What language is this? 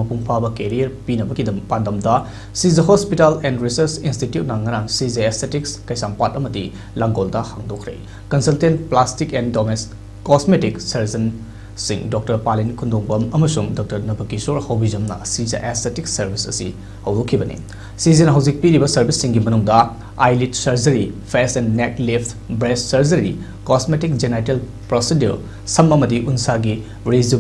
Manipuri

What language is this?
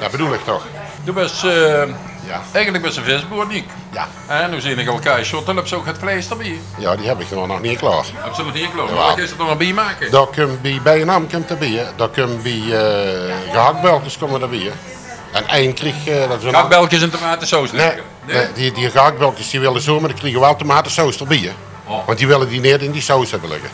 Limburgish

